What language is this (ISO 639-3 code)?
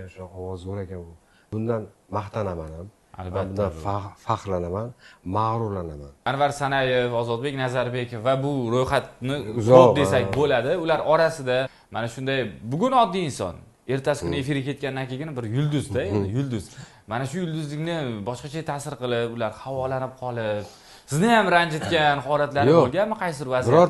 uzb